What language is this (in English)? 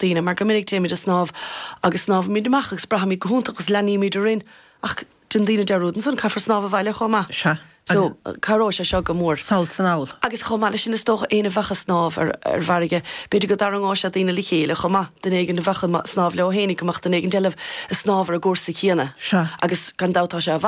Irish